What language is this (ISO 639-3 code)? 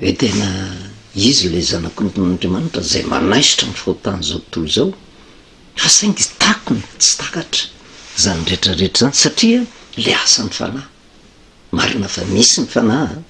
mlg